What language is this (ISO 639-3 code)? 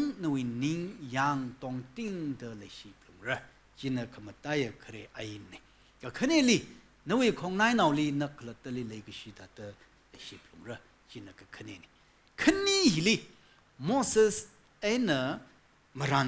nmf